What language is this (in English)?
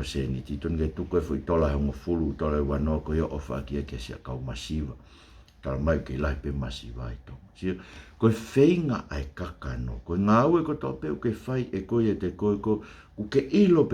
Tongan